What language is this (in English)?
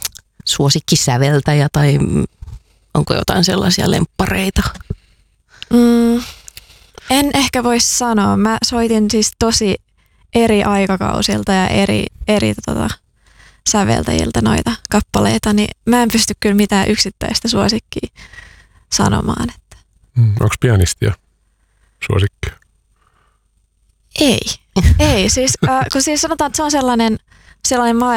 Finnish